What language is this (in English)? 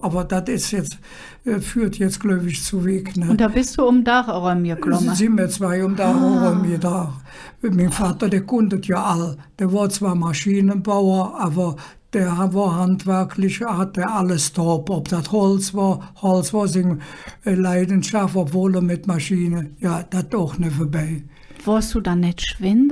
Colognian